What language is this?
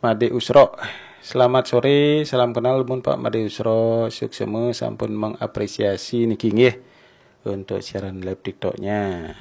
Balinese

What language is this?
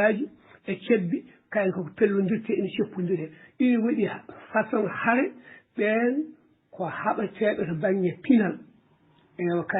Fula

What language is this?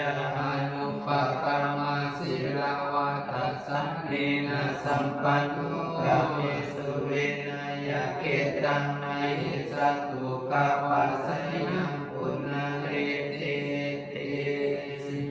Pali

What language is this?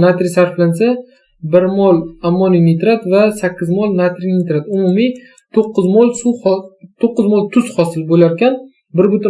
Uzbek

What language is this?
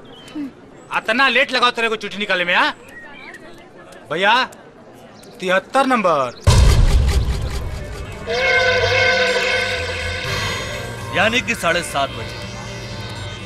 Bhojpuri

